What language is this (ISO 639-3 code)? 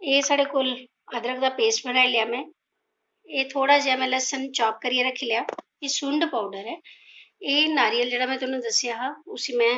doi